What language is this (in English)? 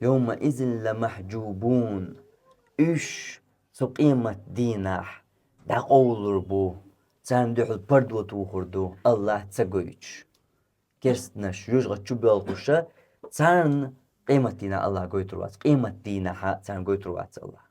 Chechen